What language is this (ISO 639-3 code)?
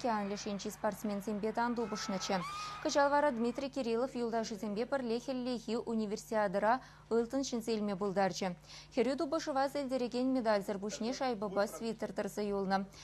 chv